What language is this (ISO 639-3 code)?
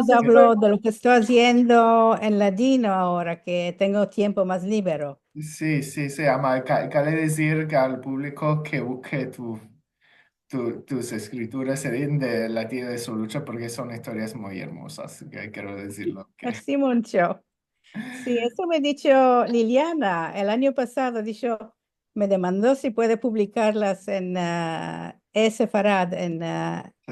lad